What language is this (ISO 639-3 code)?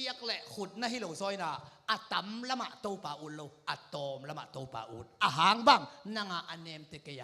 ctd